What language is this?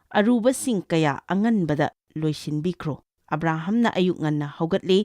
Manipuri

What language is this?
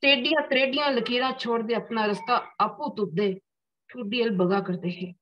Dogri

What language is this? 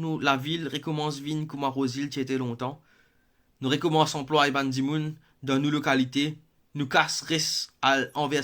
Morisyen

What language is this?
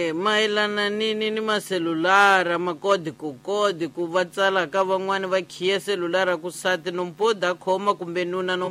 Tsonga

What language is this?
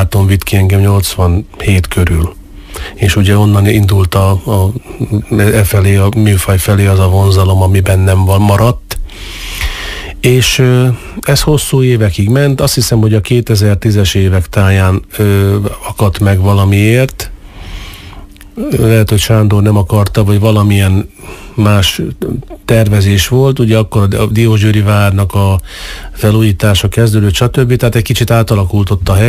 Hungarian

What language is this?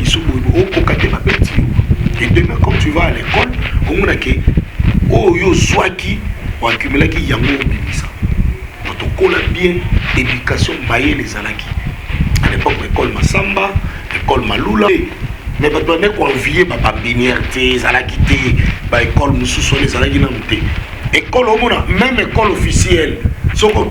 Lingala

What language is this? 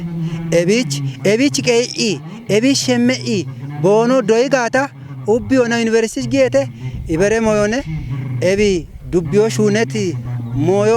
Kafa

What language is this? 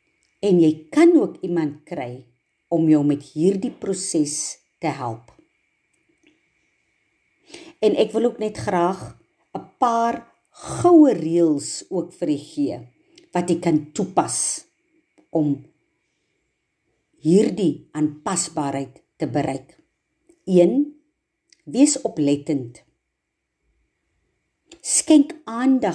Afrikaans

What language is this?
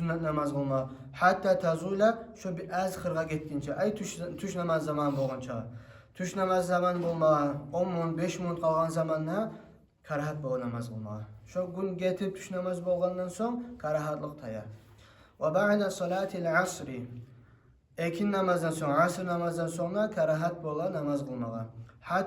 Kumyk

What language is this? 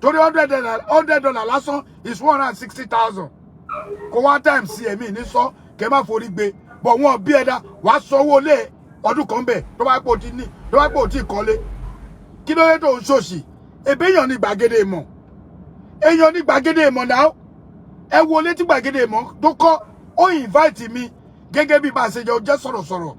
Yoruba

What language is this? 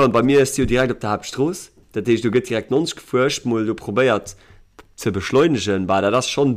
Luxembourgish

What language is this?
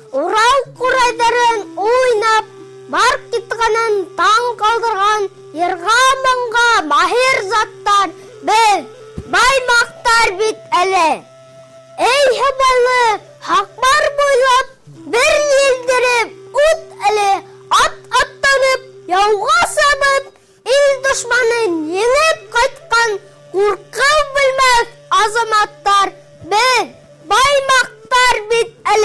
Bashkir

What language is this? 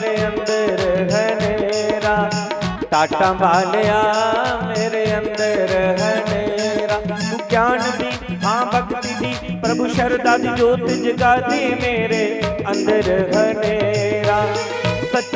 Dogri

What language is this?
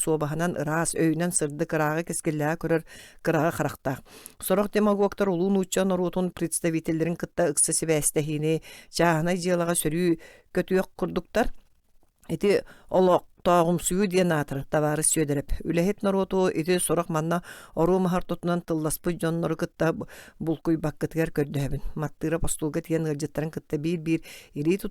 Yakut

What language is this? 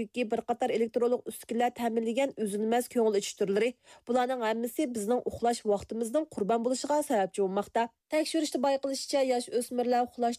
Uyghur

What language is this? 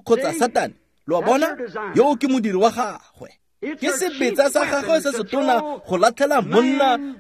Tswana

